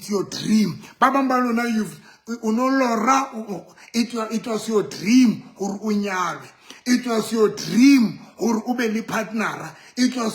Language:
Southern Sotho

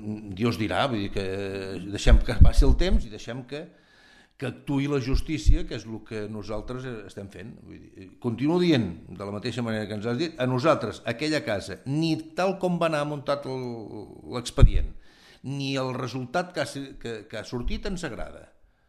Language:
Catalan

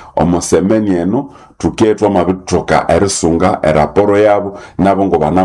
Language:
Nande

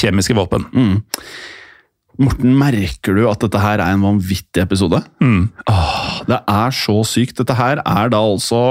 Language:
Norwegian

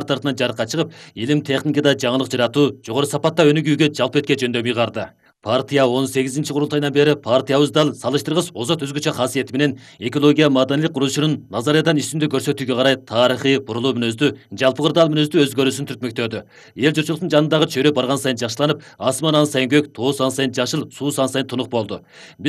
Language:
Kyrgyz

